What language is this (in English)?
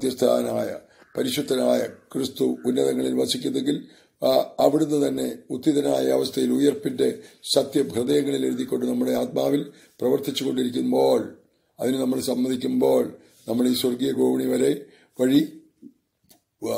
Malayalam